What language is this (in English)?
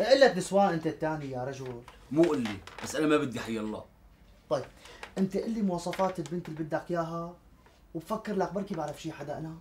North Levantine Arabic